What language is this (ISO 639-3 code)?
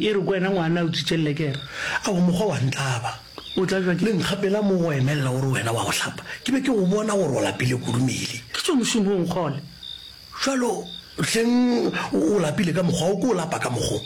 nso